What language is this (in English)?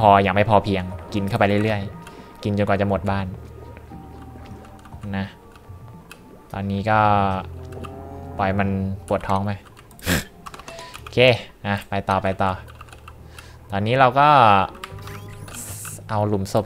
Thai